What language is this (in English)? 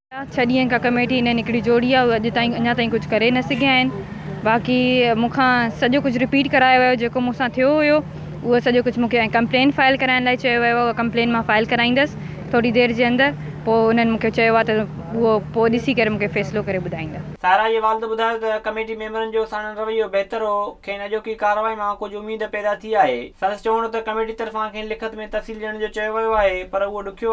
Sindhi